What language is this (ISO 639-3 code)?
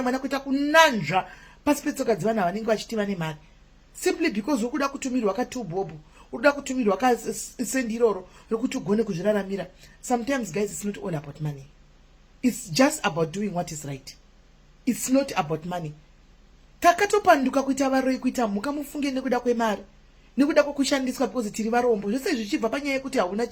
sna